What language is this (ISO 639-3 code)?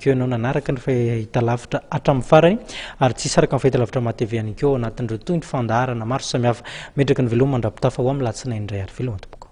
mlg